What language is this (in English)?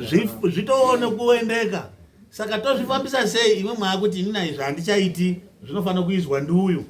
Shona